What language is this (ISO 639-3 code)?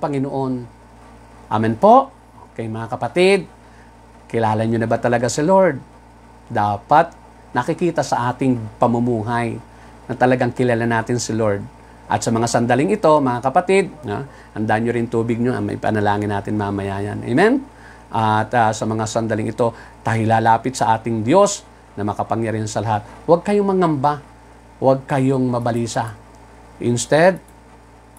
fil